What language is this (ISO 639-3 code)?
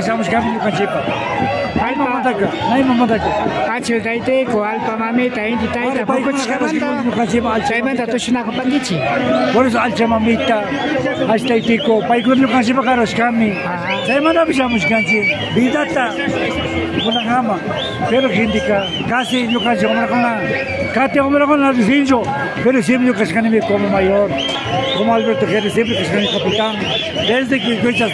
qvi